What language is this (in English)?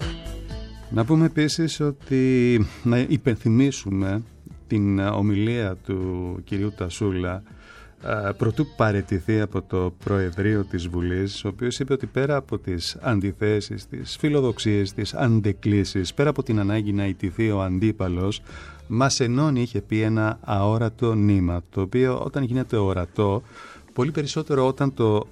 Greek